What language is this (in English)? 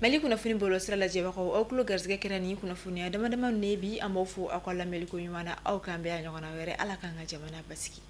Bambara